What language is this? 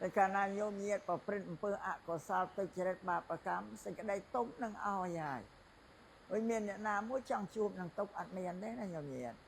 Khmer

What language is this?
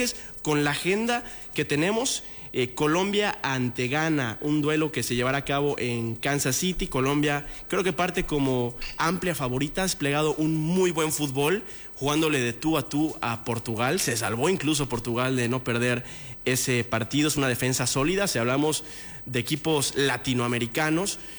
Spanish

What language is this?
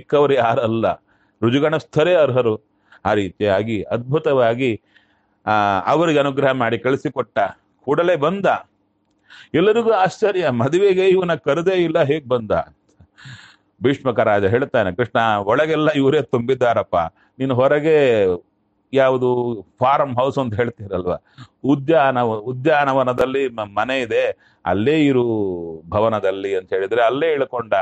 Kannada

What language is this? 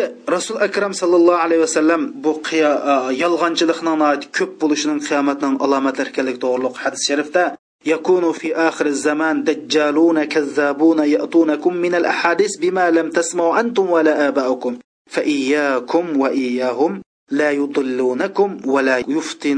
Uyghur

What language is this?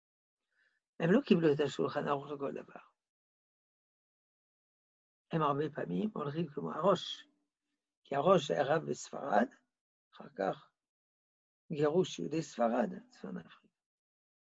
Hebrew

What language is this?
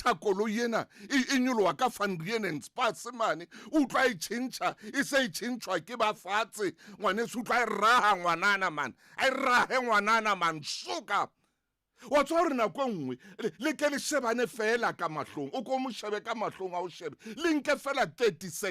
Southern Sotho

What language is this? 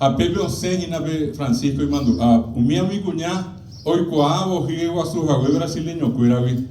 Guarani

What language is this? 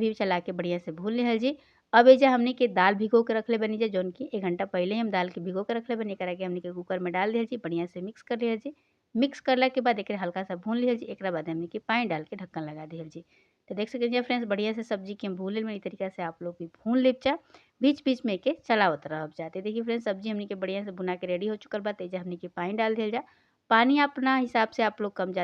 Bhojpuri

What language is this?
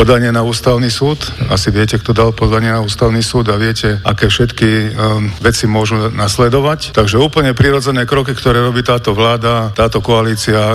Slovak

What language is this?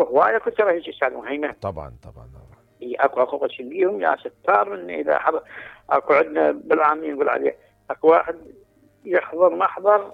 Mesopotamian Arabic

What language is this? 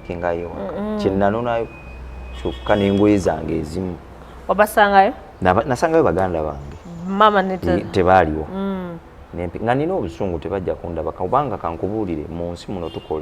Ganda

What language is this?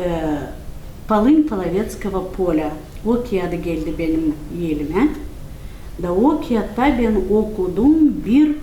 Gagauz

